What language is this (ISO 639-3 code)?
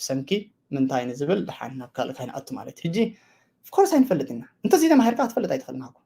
tir